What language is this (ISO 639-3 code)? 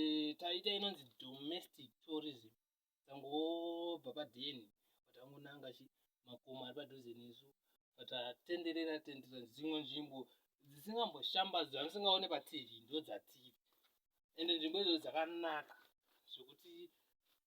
sna